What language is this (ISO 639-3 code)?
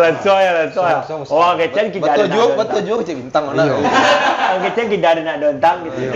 min